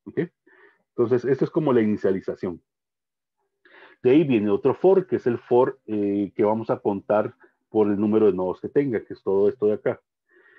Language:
Spanish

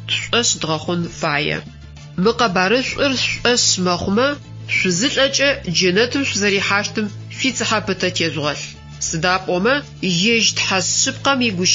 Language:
Adyghe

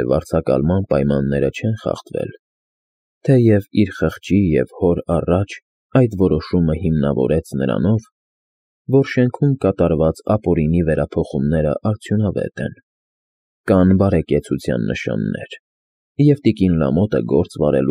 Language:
Armenian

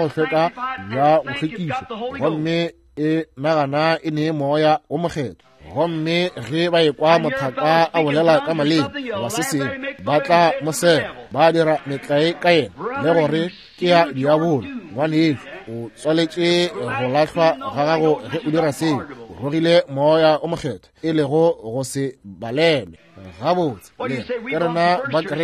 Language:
Northern Sotho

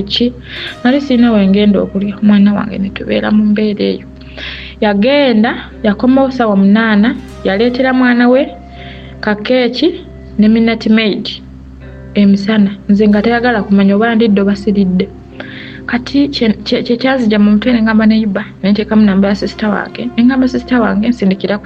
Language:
Ganda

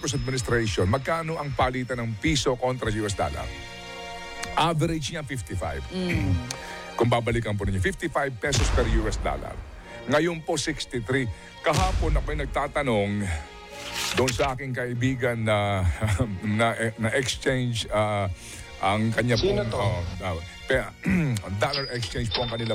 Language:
Filipino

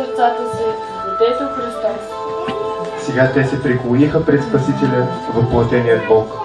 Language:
Bulgarian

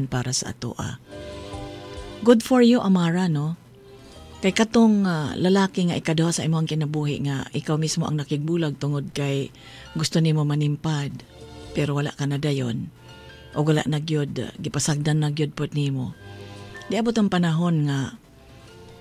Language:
Cebuano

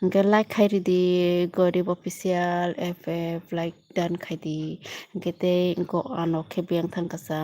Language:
Kok Borok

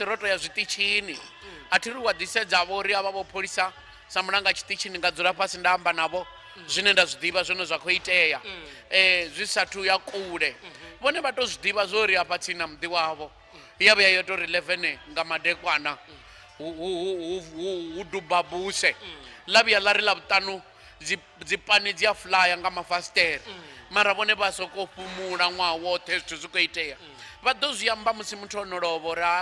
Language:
Venda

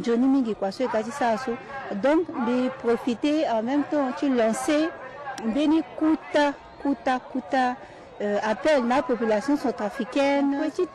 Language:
Sango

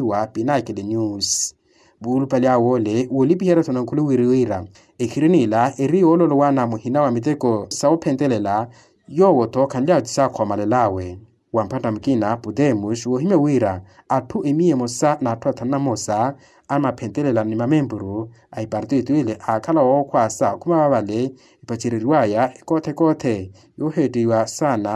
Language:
Makhuwa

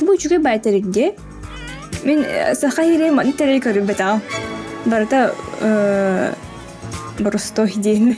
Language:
Yakut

